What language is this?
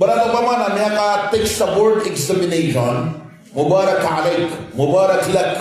Maranao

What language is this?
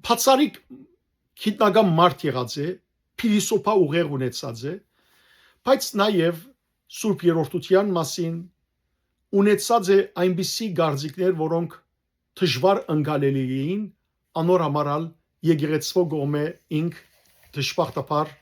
Western Armenian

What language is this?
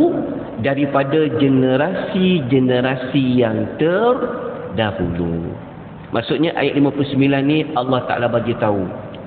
Malay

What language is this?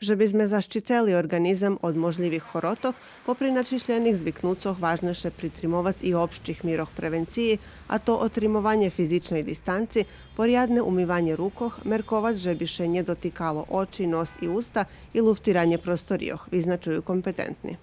Rusyn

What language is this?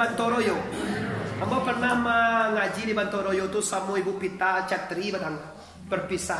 Minangkabau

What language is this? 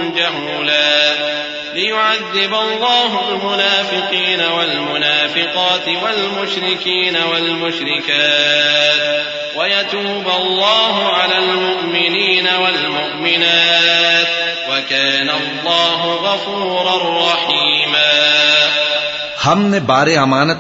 Urdu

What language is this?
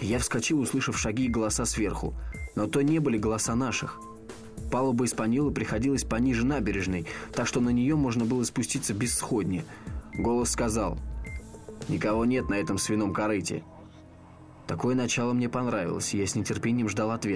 Russian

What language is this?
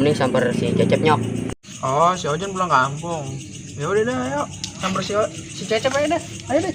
Betawi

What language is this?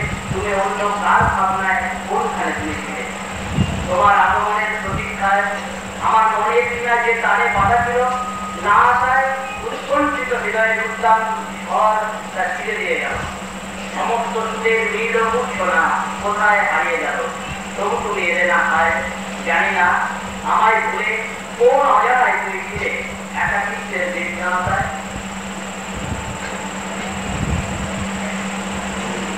Bangla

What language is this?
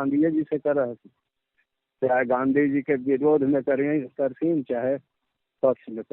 Magahi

